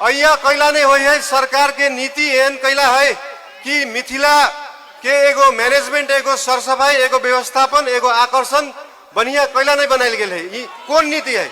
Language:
Maithili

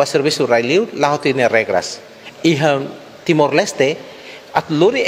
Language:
Tetum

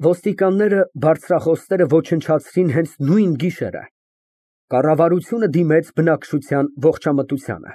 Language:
Armenian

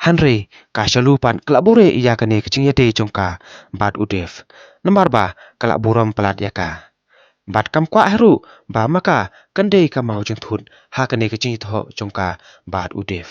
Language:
Khasi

